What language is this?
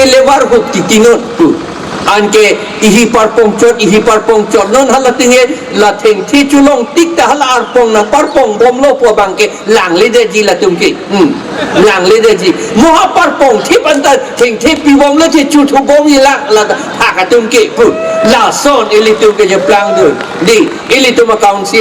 Karbi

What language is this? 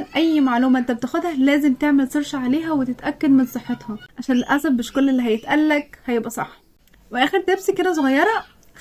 Egyptian Arabic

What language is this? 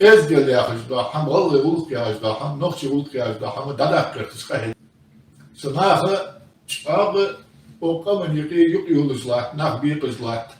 Ingush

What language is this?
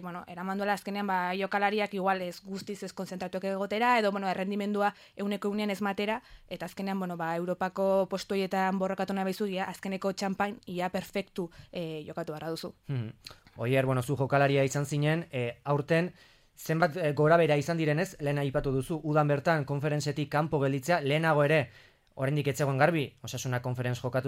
Basque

